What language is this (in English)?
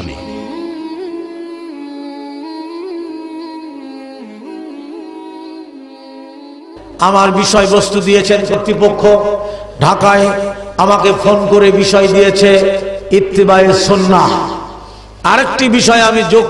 Bangla